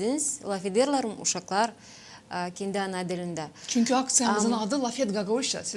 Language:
Gagauz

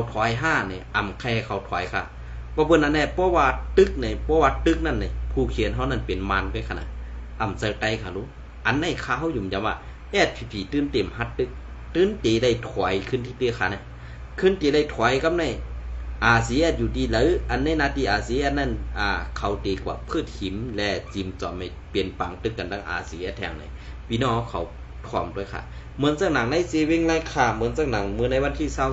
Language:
Shan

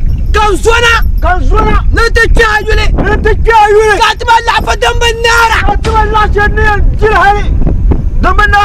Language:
Dagbani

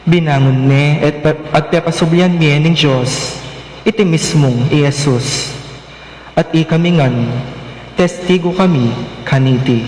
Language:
Pampanga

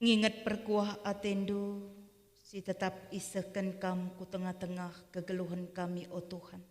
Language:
Batak Karo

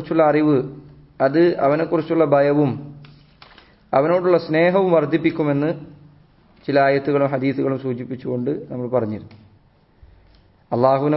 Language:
Malayalam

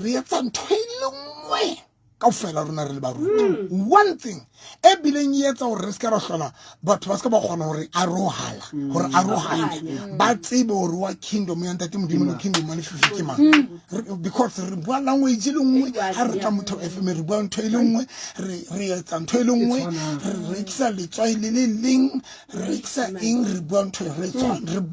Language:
Southern Sotho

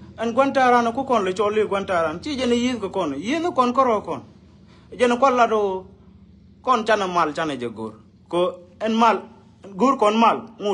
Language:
Nuer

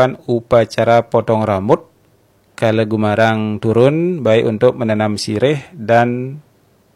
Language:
Balinese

